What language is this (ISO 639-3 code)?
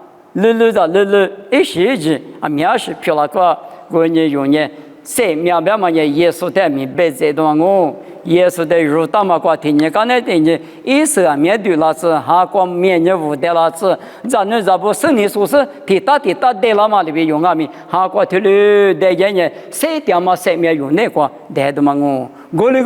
lis